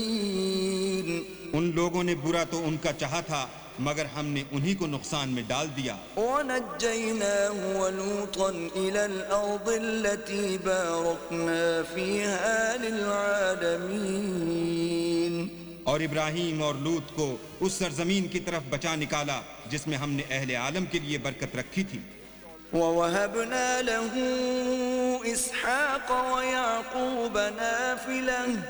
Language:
Urdu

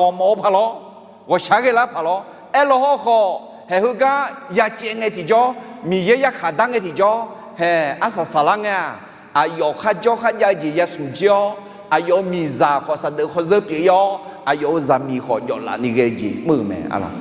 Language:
Akha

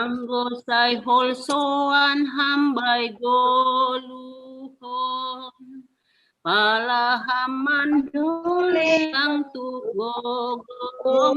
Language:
Batak Simalungun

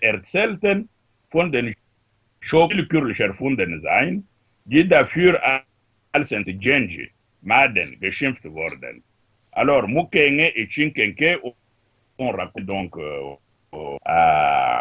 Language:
Luba-Lulua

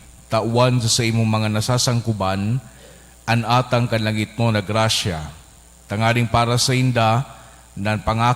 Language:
Bikol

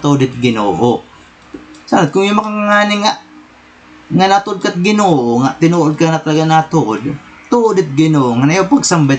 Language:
Waray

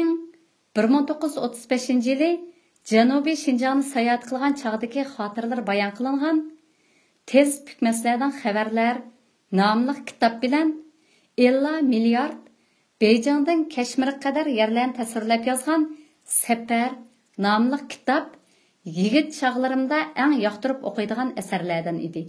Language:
Uyghur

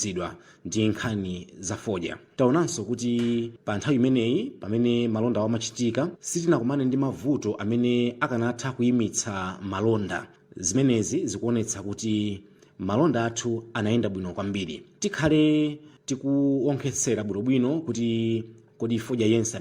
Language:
Nyanja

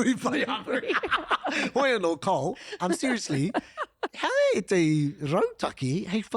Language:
Māori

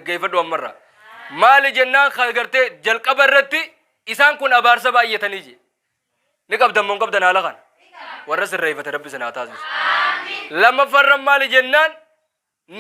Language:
Oromo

